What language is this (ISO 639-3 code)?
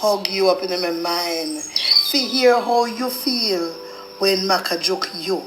jam